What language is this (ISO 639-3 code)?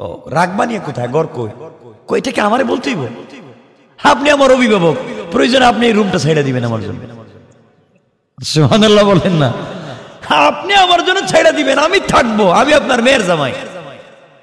ben